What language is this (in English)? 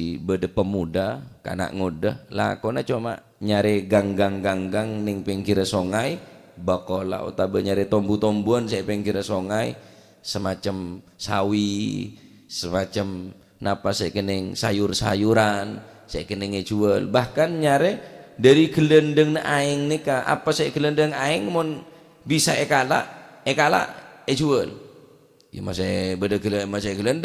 Madurese